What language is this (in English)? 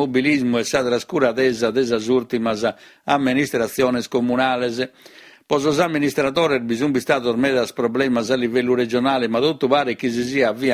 Sardinian